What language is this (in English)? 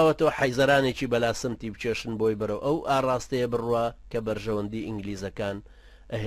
Central Kurdish